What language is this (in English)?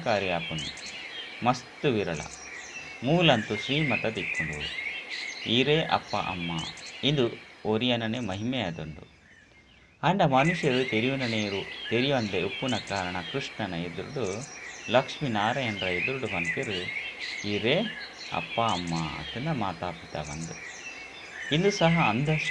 Tulu